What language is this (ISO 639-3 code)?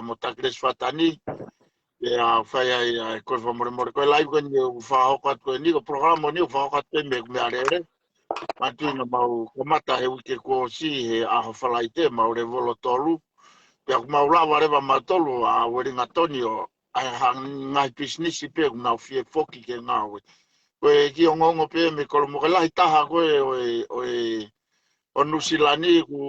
ton